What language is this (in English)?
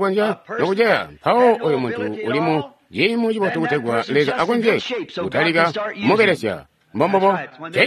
Tonga (Zambia)